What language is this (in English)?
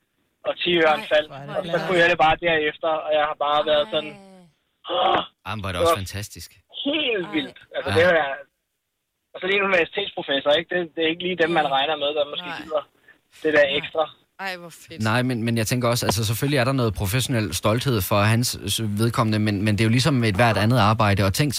Danish